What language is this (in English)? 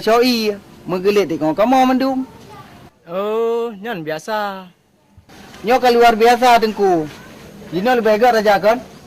Achinese